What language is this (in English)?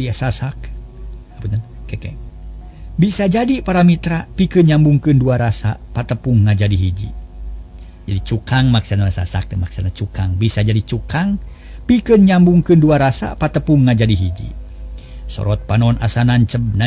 Sundanese